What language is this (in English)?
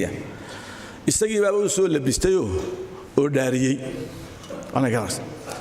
Somali